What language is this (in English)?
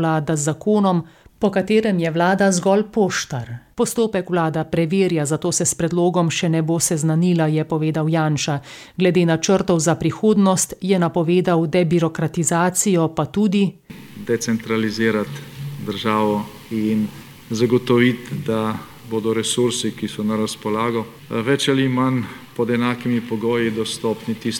Slovenian